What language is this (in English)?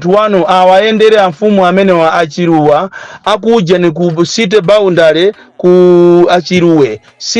Nyanja